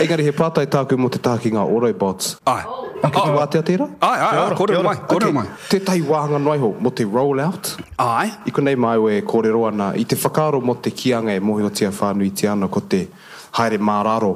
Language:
Māori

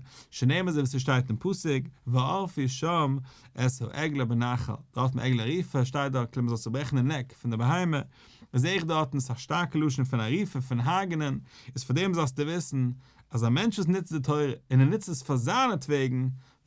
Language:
Yiddish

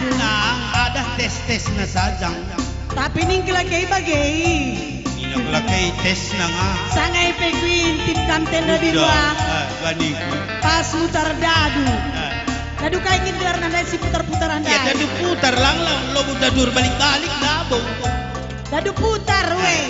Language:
Batak Karo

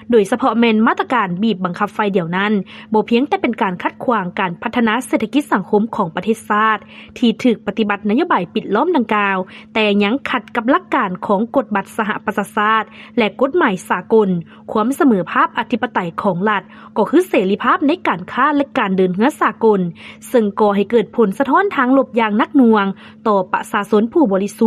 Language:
Lao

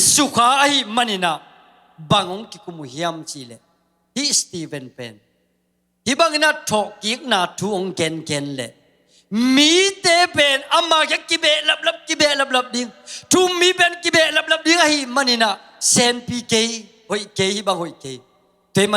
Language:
Tedim Chin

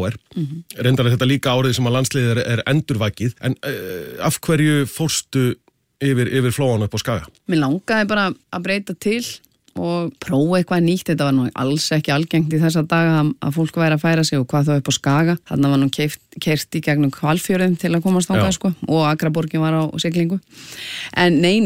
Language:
Icelandic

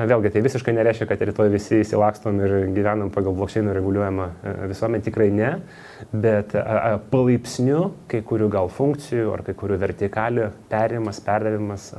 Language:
Lithuanian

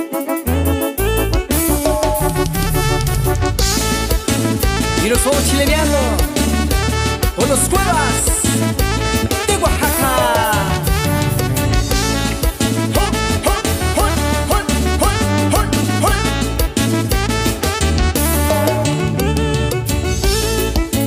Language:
Spanish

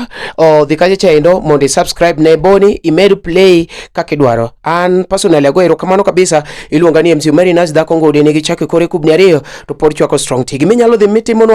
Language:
Luo (Kenya and Tanzania)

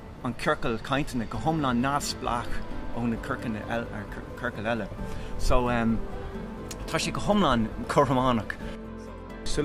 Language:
Irish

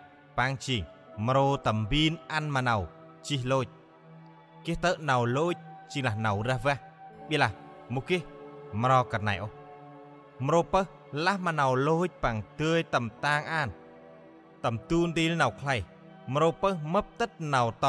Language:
Central Mnong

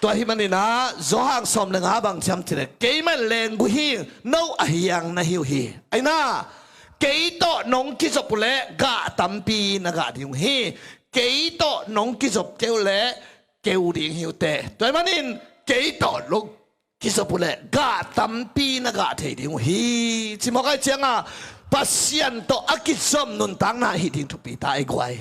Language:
Tedim Chin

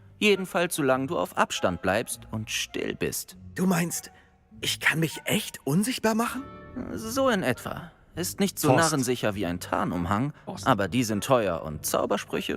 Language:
Bavarian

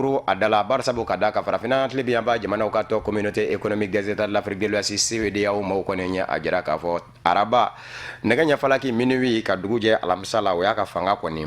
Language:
Bambara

